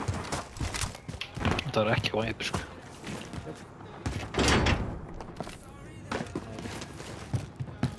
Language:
Icelandic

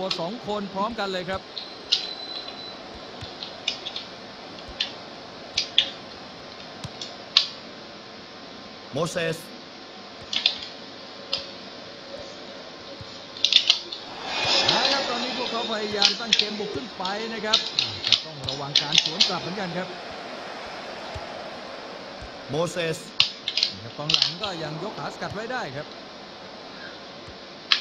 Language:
Thai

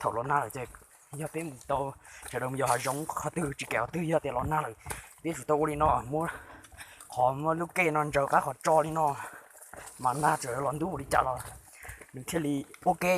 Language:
Hmong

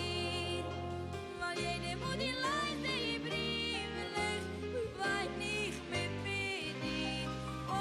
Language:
Yiddish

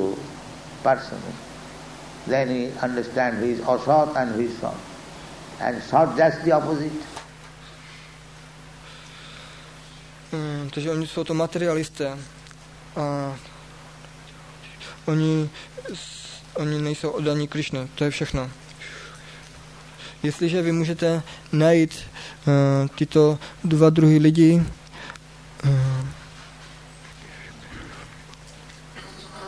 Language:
Czech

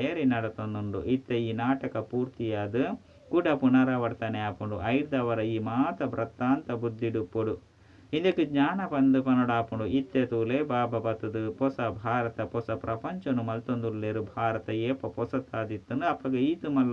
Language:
Tulu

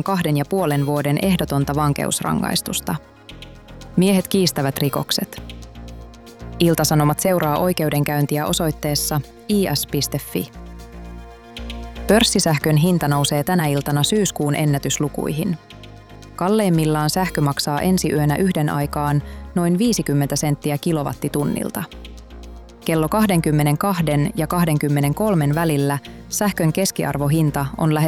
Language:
Finnish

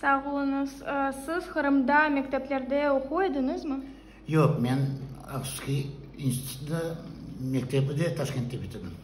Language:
Crimean Tatar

